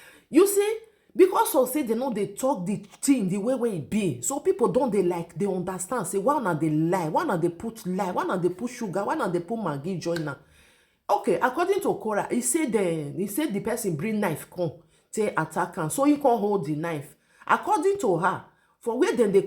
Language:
Nigerian Pidgin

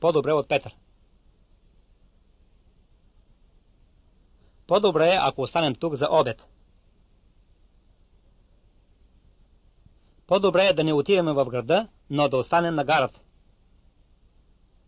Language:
Bulgarian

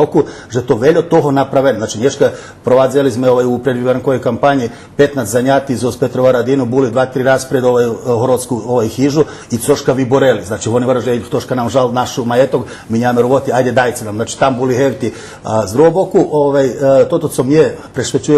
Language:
Rusyn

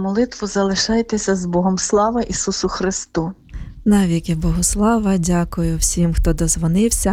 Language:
Ukrainian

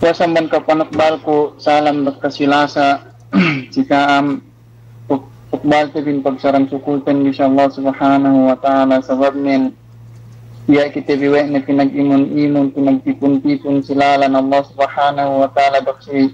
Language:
Yakan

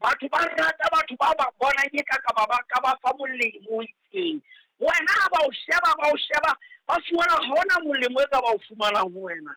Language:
Southern Sotho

